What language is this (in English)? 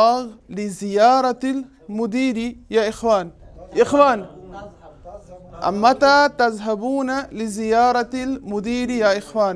Urdu